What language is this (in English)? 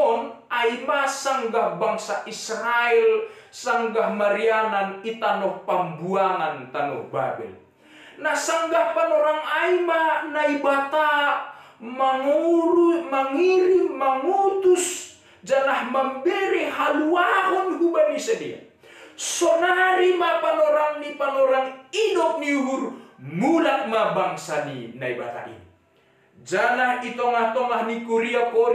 Batak Simalungun